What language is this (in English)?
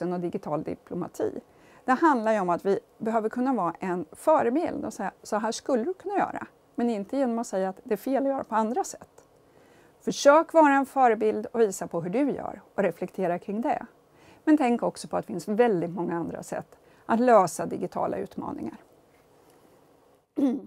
Swedish